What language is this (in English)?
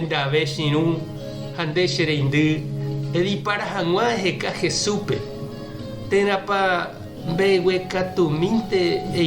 Guarani